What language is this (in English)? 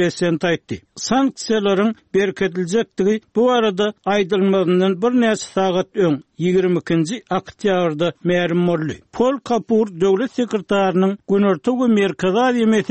Turkmen